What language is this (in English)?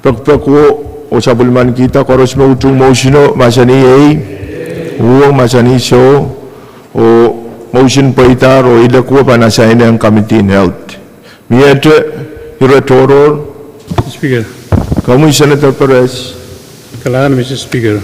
Pohnpeian